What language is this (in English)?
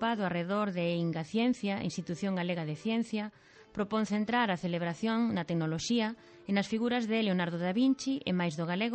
Galician